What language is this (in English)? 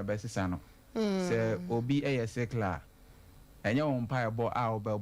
Akan